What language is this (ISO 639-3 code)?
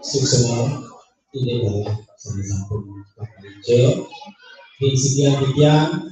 ban